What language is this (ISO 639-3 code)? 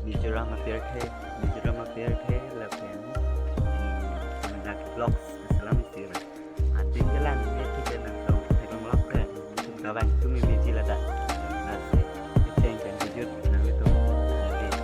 mjw